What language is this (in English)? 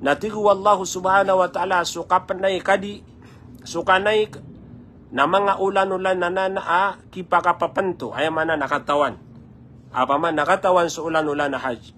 Maranao